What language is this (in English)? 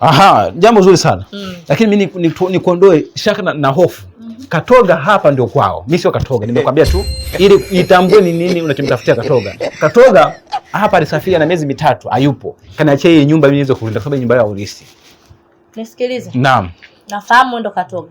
Swahili